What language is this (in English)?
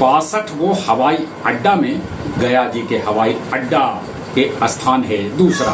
Magahi